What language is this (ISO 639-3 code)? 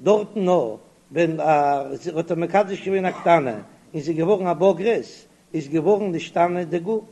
yid